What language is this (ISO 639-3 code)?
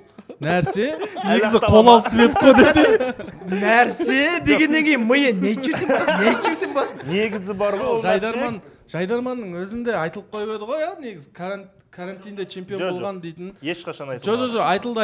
kaz